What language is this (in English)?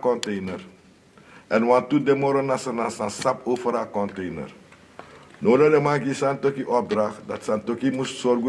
Sranan Tongo